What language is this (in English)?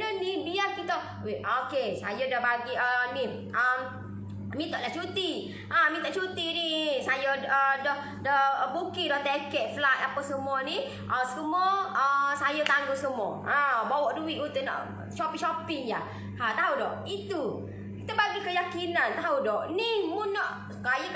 Malay